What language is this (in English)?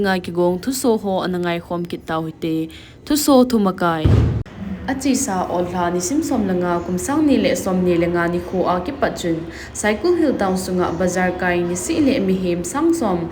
Thado Chin